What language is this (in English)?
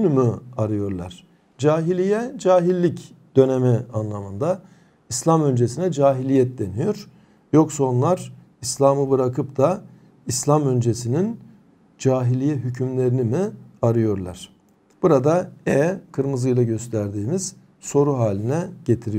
Turkish